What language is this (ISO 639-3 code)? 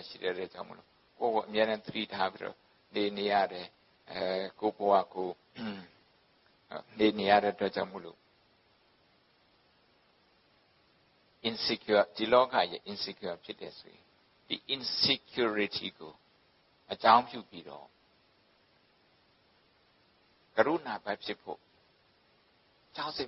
mya